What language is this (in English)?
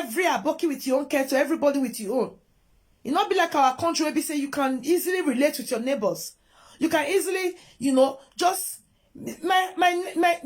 Nigerian Pidgin